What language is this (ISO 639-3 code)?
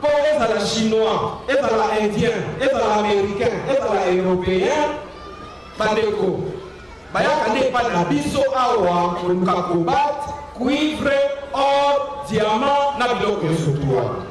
lin